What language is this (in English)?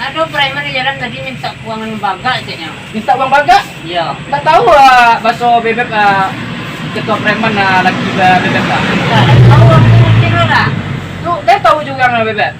Minangkabau